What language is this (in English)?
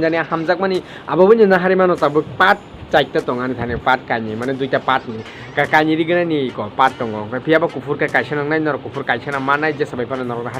Kok Borok